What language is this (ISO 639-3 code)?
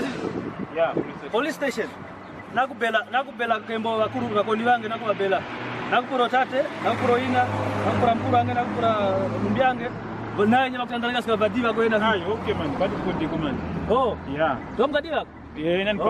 kwn